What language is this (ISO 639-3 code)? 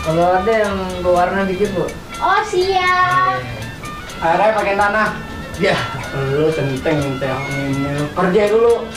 bew